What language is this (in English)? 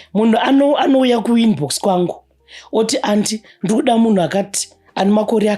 Shona